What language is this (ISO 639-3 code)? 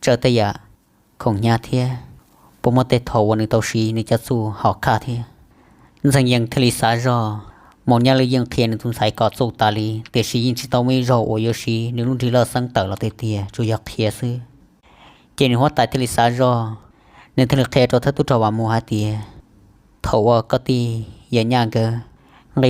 hmn